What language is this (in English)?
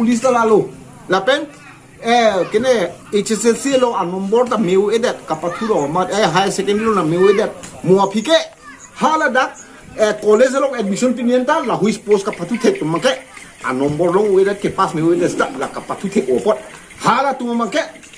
Karbi